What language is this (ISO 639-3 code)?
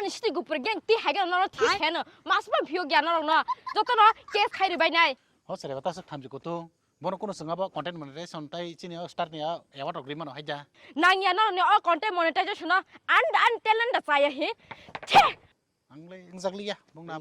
trp